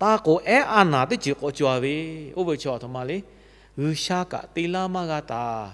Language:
Lahu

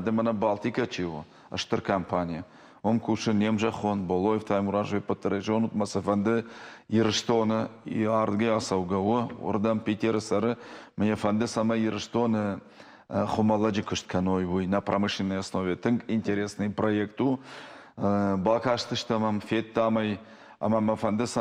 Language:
Ossetic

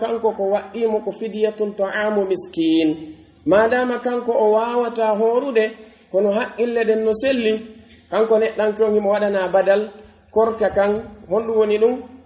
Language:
Pular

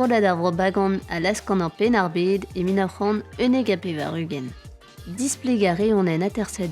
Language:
Breton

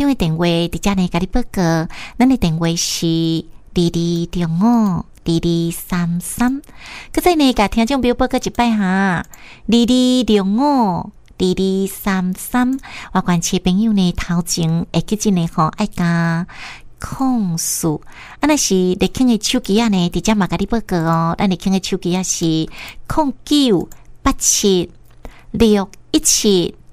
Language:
Min Nan Chinese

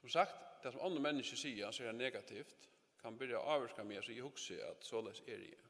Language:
Faroese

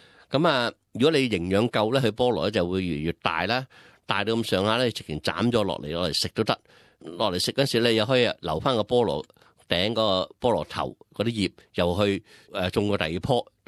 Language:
Cantonese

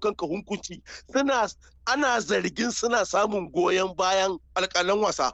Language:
Hausa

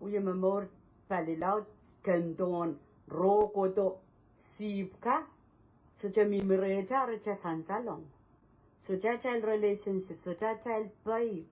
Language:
Pohnpeian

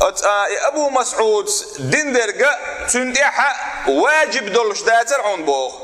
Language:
Chechen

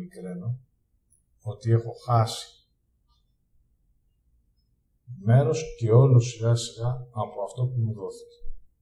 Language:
Greek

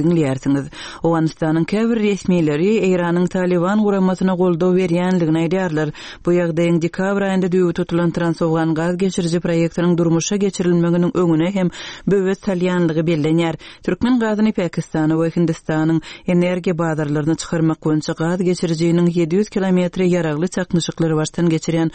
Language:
Turkmen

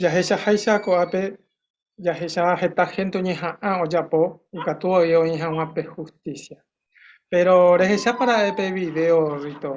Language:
Guarani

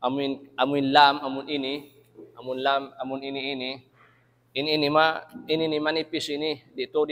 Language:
Tausug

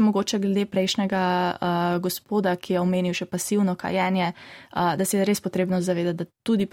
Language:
Slovenian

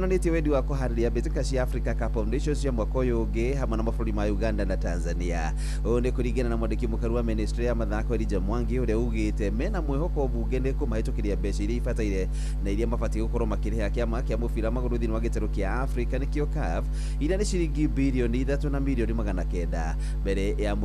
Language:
Kikuyu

